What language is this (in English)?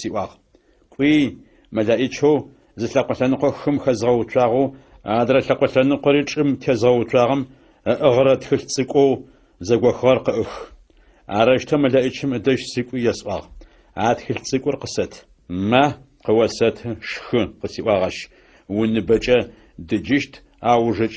Adyghe